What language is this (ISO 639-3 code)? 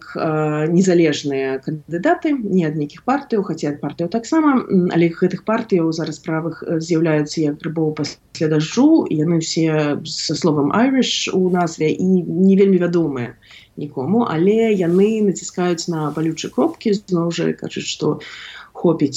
bel